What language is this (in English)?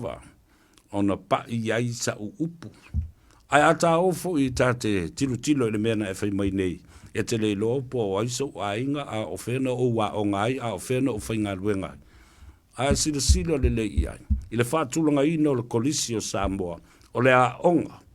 Samoan